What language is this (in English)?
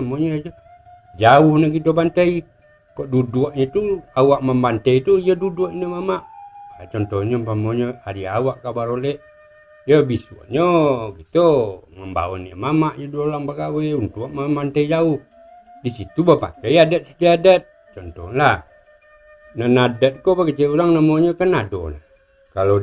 Minangkabau